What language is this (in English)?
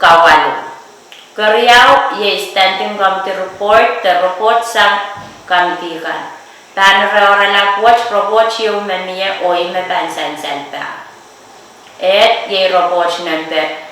Pohnpeian